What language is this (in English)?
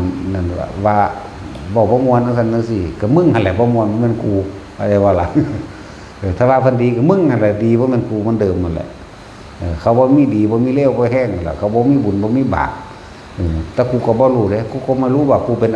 Northeastern Thai